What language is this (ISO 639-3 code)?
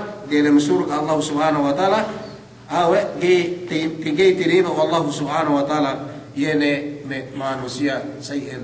yka